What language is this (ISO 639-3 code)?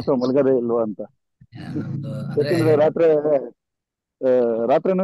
kan